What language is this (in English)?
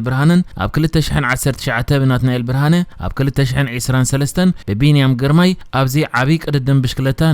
Tigrinya